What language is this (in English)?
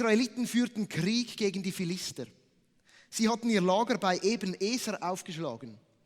Swiss German